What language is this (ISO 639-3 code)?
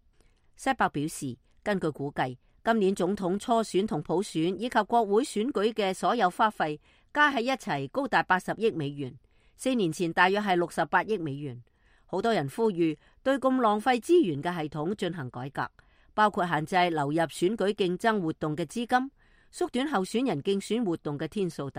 yue